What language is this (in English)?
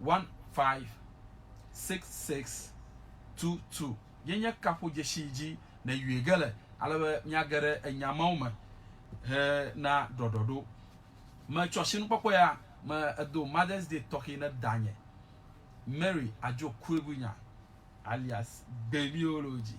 Ewe